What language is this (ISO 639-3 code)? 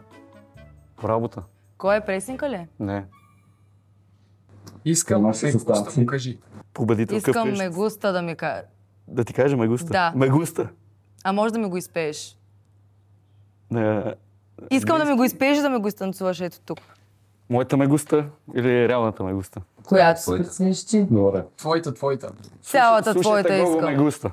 bul